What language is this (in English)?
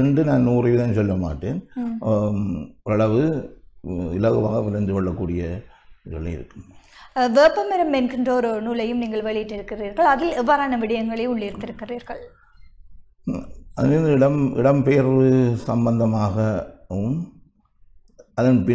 Tamil